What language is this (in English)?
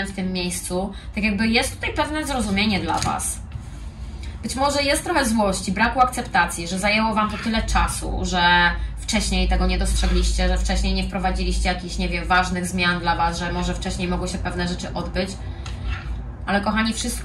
Polish